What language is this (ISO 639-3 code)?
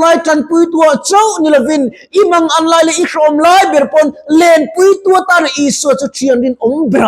lus